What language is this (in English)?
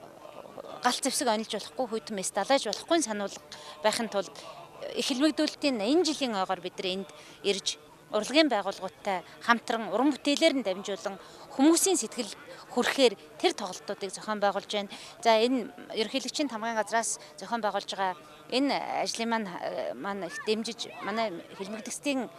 Mongolian